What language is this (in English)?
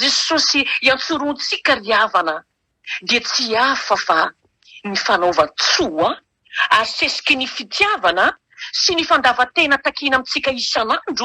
Malagasy